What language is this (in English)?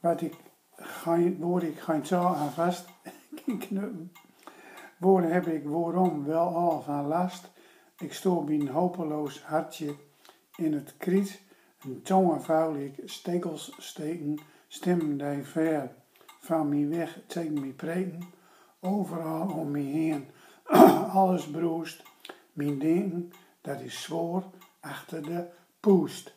Gronings